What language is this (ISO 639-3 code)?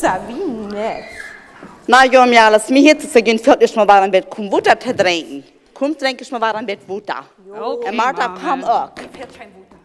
pdt